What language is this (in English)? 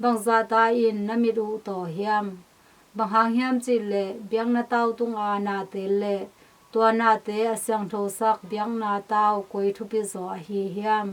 Tedim Chin